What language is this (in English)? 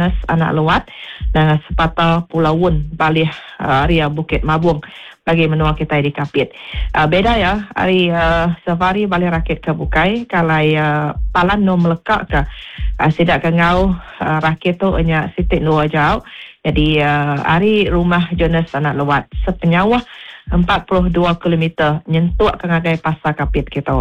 Iban